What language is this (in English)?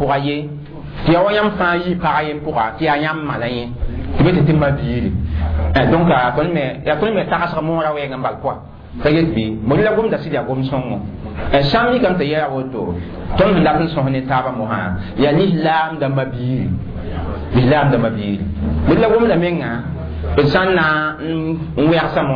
Mossi